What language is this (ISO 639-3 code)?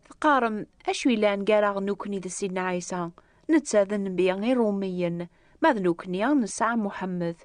kab